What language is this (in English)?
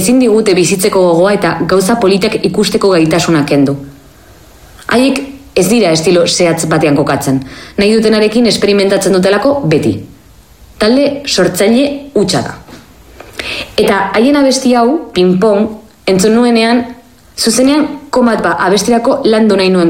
Basque